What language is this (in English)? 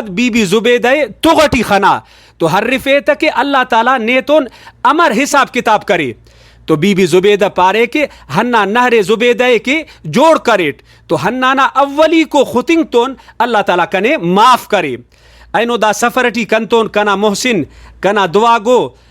Brahui